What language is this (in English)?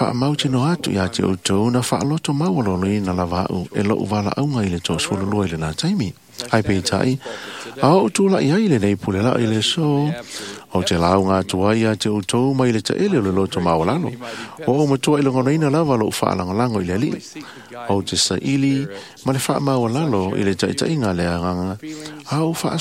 Samoan